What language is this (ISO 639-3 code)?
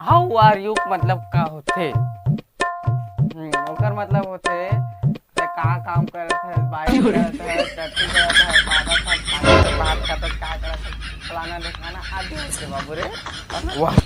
hne